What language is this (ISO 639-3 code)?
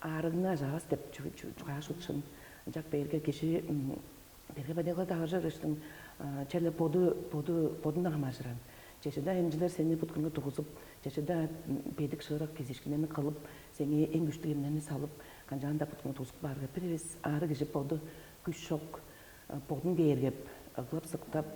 tyv